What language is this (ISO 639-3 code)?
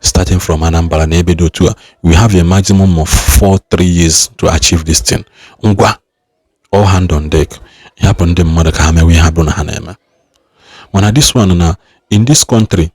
ibo